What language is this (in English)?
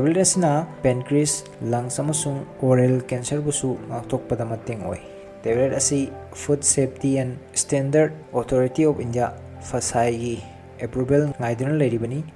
Manipuri